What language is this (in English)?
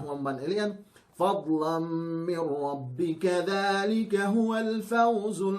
Yakan